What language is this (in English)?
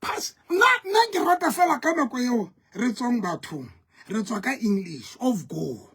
Southern Sotho